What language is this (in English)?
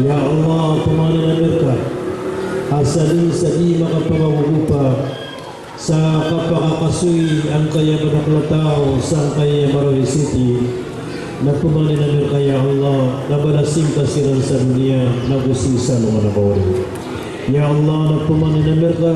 Maranao